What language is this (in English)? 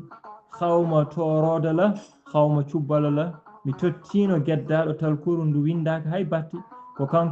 Fula